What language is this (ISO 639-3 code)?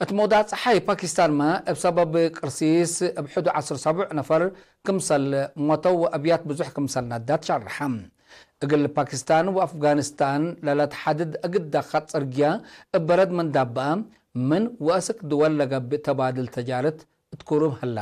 tig